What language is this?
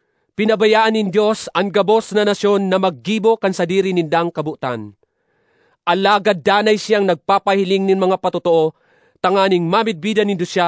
Bikol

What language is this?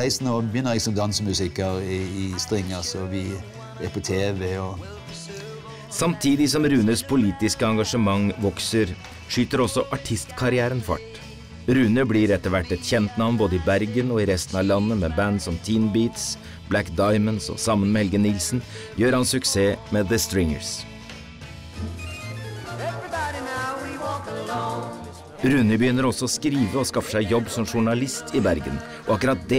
Norwegian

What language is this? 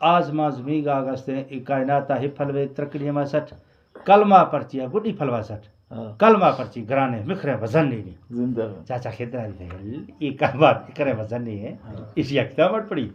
Eastern Balochi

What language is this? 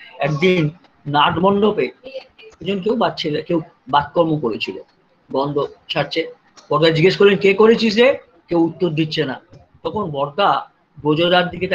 Bangla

